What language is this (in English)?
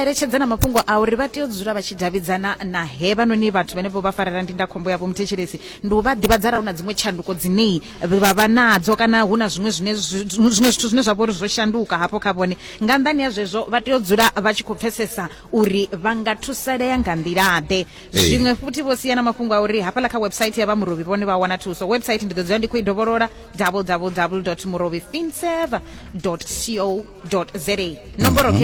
Venda